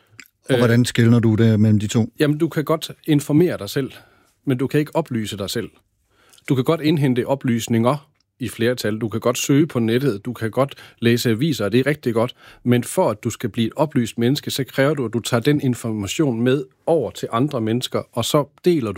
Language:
Danish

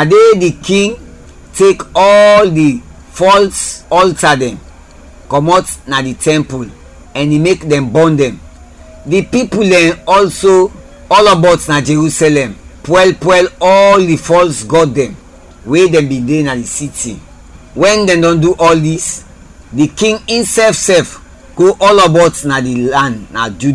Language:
Krio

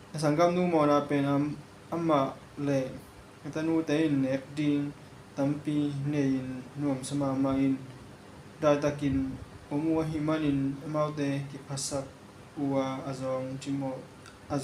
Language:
Tedim Chin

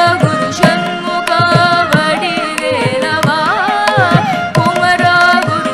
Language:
Tamil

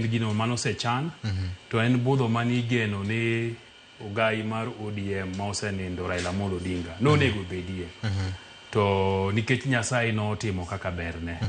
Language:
Luo (Kenya and Tanzania)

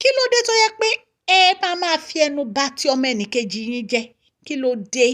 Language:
Yoruba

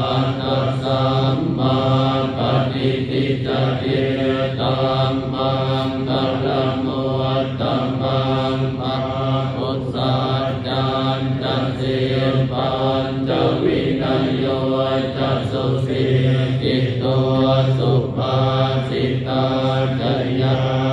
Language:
Pali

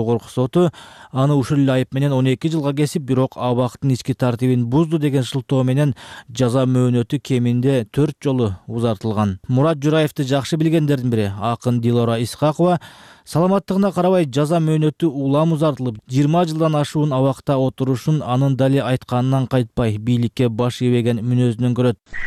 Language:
Kyrgyz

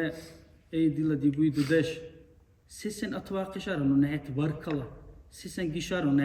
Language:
Dargwa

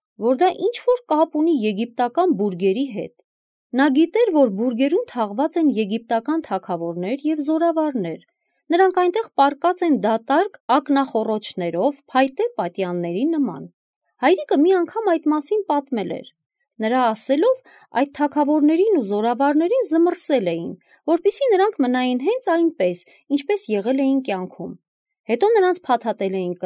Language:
Armenian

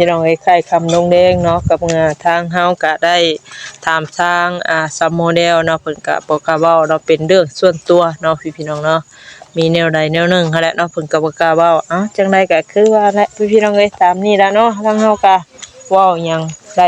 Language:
Northeastern Thai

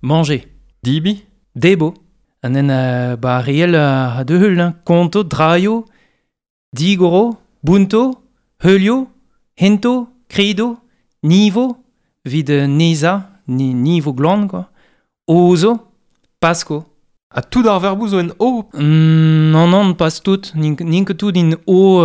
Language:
Breton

